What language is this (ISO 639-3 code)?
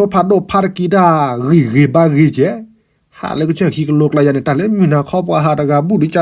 ksw